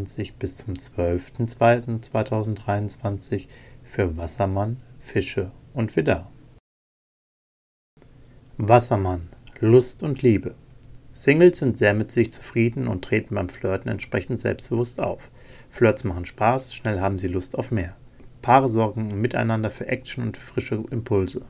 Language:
German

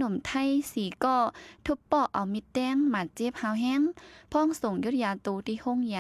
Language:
Shan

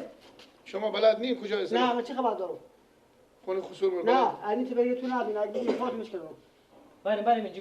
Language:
Persian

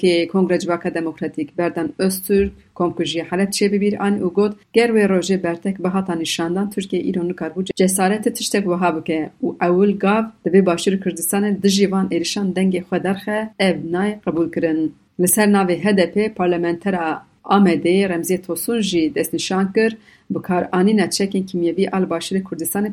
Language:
Kurdish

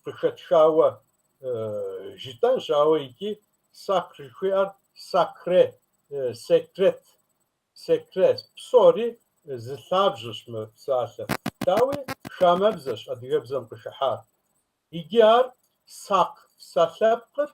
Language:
Kabardian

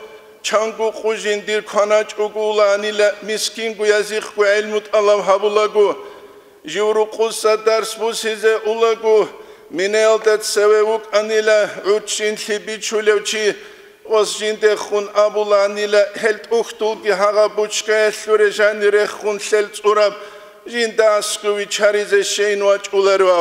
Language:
Avaric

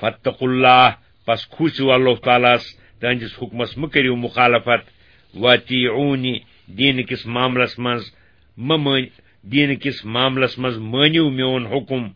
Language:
Kashmiri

